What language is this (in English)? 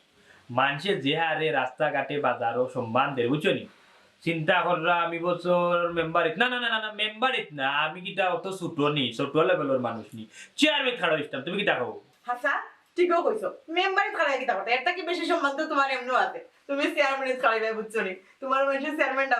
Sylheti